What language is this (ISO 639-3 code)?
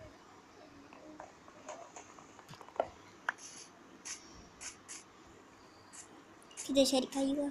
msa